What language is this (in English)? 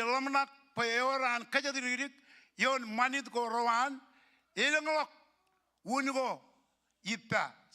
Marshallese